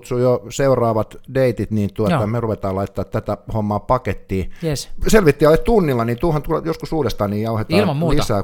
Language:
Finnish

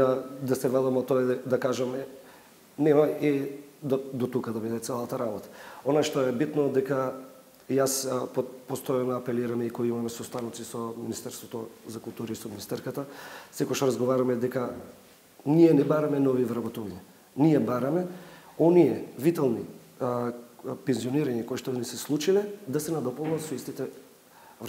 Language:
Macedonian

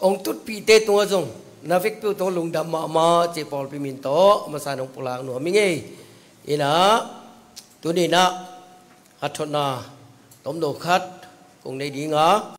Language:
Tedim Chin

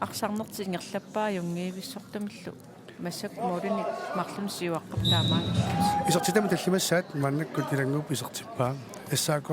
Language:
Kalaallisut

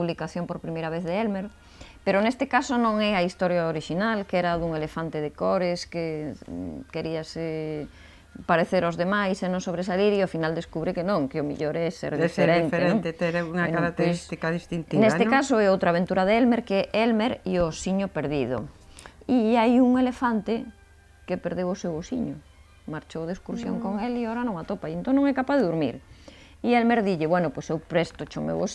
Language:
Galician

